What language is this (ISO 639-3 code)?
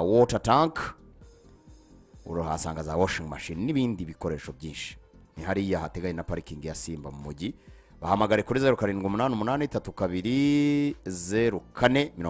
kin